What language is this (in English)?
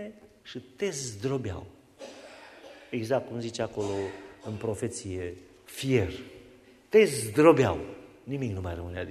Romanian